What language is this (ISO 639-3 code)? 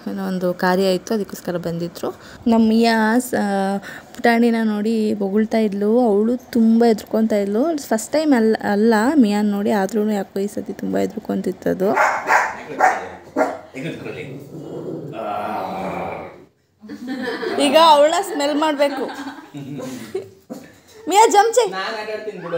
kan